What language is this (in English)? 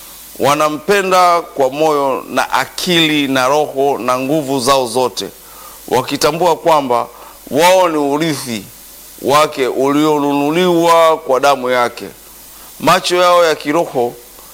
Swahili